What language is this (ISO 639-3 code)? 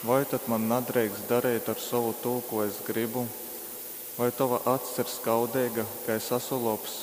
ltg